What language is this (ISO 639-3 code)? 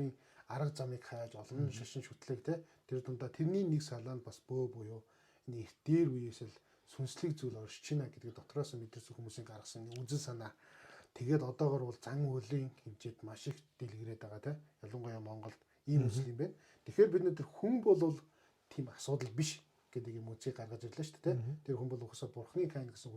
mon